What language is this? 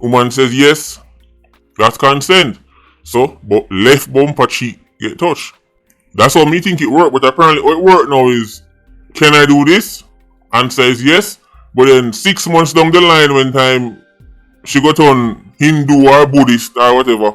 Jamaican Creole English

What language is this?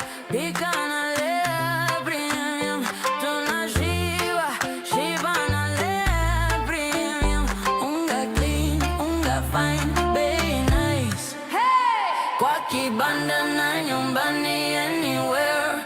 Meru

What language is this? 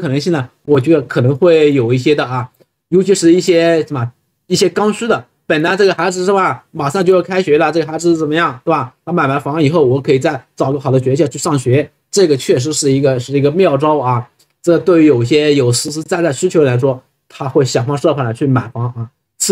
Chinese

